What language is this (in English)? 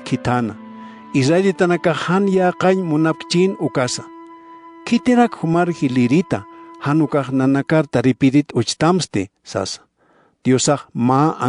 Aymara